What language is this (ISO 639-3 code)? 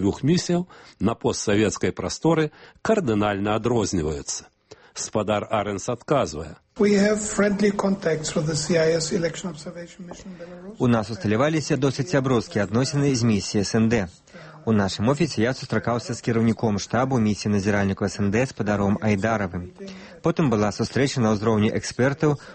bel